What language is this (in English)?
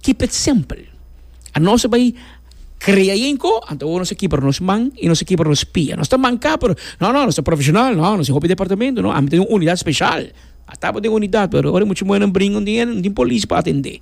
Papiamento